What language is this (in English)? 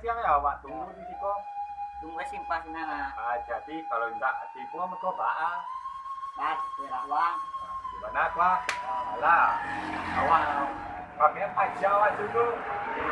Minangkabau